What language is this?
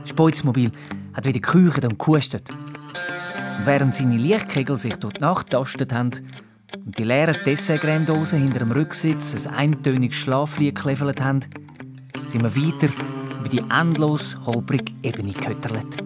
Swiss German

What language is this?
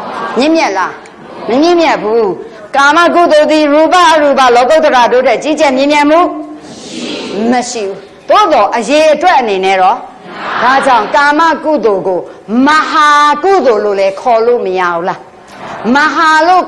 Burmese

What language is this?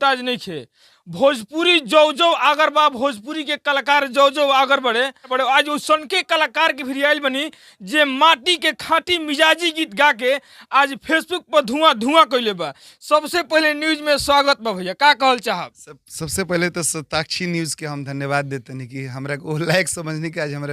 Bhojpuri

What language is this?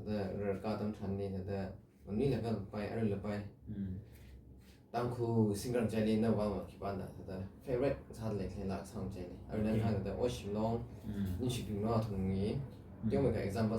Tangkhul Naga (India)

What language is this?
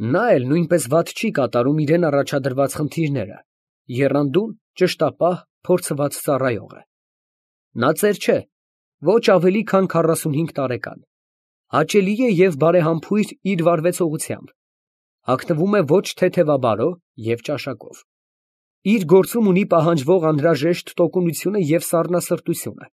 Armenian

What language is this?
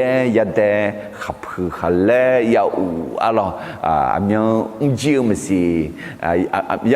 Akha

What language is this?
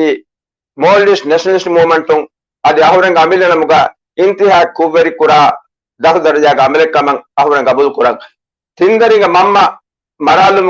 Divehi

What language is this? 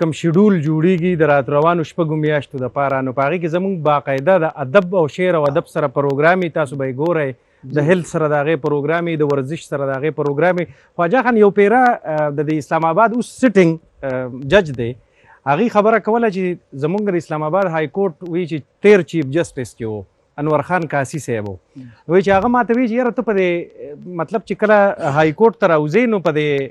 Pashto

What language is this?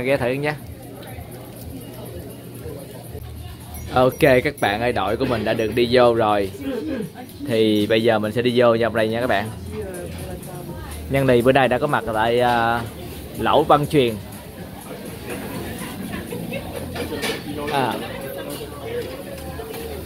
Vietnamese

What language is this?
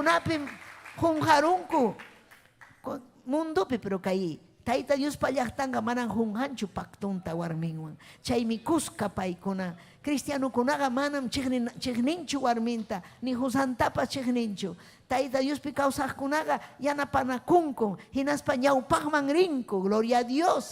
Ayacucho Quechua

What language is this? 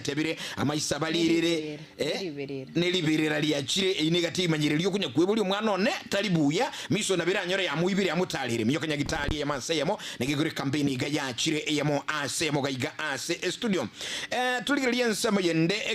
Gusii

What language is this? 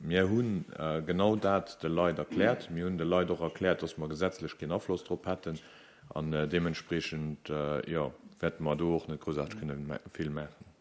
Luxembourgish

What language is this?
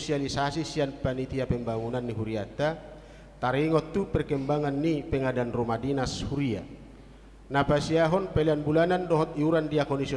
Batak Toba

